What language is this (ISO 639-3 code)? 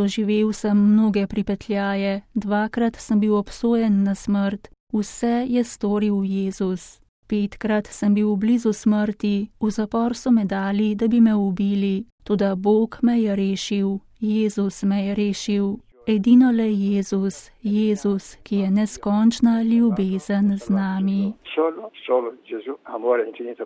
slv